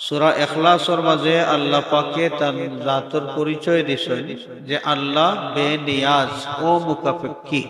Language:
Sylheti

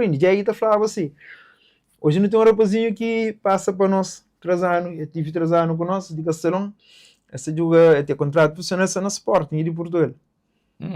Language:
Kabuverdianu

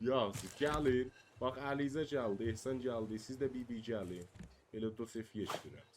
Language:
South Azerbaijani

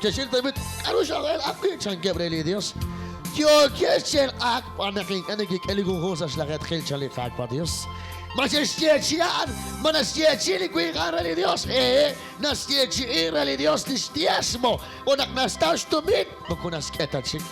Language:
Kekchí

